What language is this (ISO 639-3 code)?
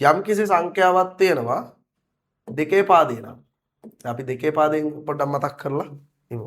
sin